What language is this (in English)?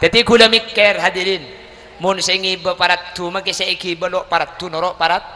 Madurese